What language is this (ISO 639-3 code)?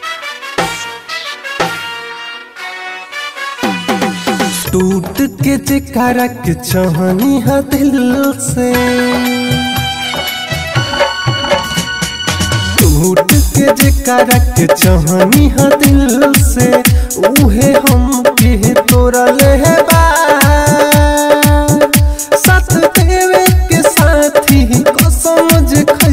bho